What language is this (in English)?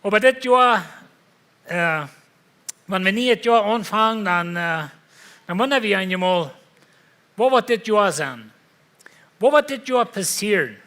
Plautdietsch